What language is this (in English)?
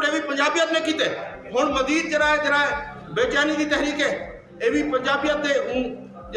Saraiki